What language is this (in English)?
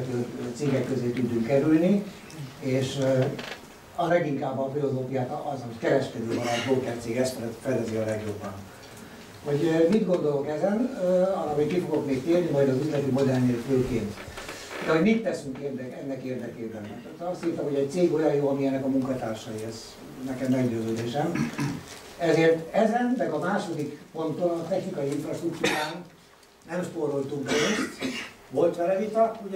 Hungarian